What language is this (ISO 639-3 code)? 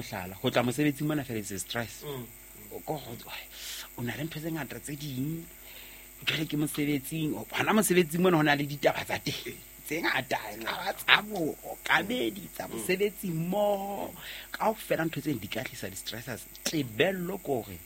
sot